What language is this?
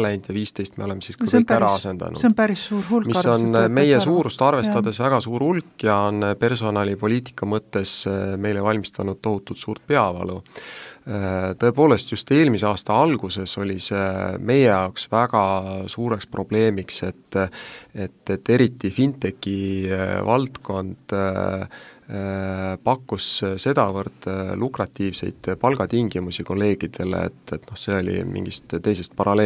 Estonian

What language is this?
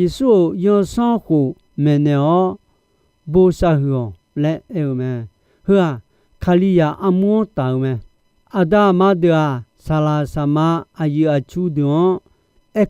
Akha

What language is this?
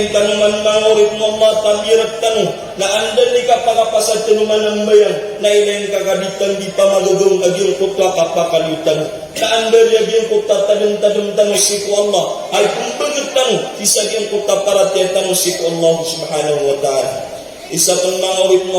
Maranao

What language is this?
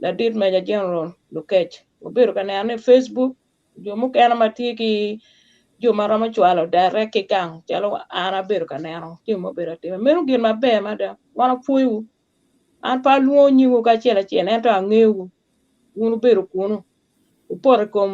Acoli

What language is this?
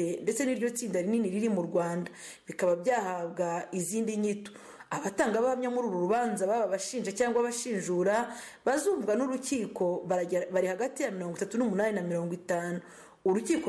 Kinyarwanda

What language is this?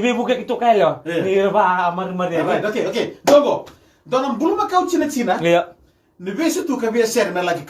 Fijian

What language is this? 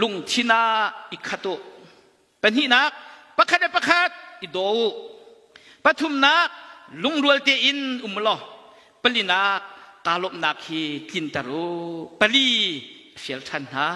Hakha Chin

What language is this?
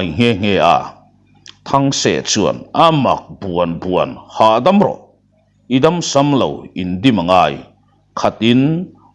Mizo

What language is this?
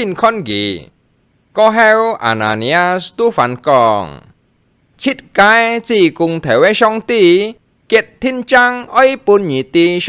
Hakka Chinese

